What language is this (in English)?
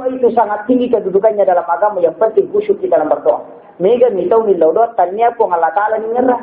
Buginese